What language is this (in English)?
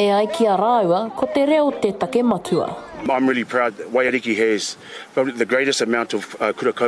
Māori